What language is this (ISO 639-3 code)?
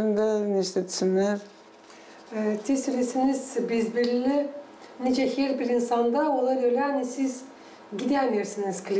gag